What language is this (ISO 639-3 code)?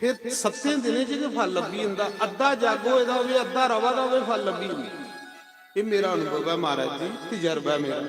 doi